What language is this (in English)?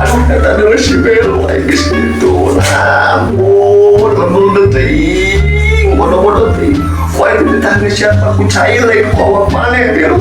Sundanese